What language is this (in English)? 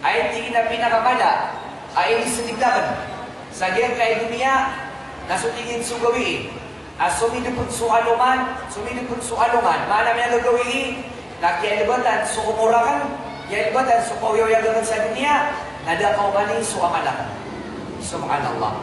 Maranao